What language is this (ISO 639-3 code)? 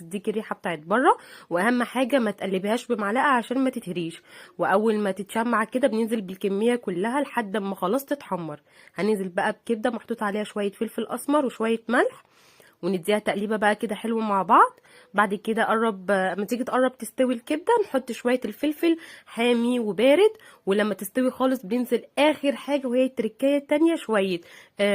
arz